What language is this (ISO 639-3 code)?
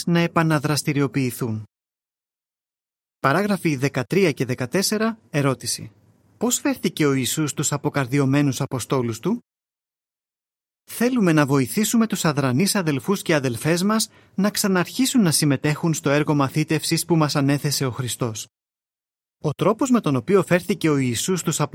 ell